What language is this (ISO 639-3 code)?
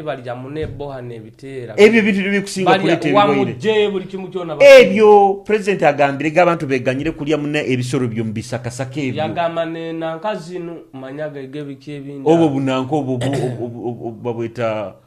nyo